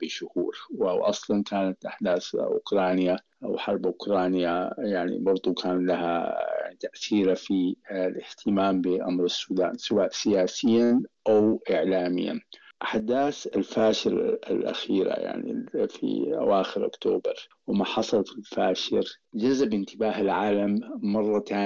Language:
Sudanese Arabic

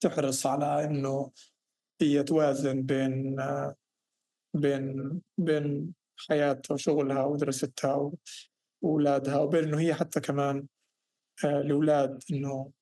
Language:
North Levantine Arabic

